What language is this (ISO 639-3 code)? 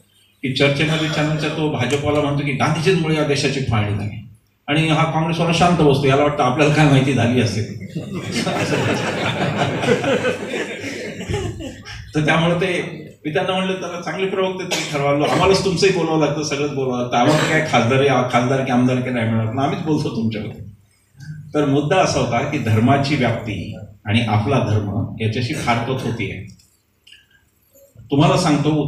mar